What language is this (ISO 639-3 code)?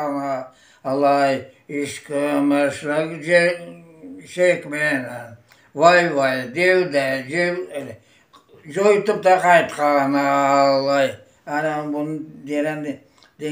crh